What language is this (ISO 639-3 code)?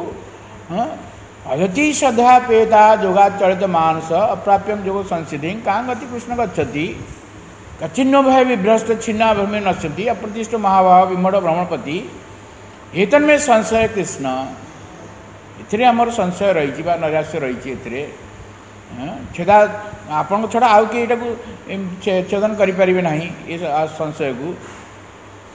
ori